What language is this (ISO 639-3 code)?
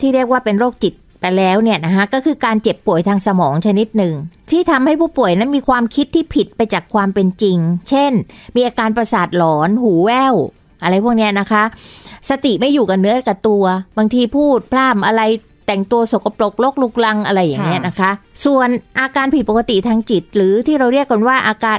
tha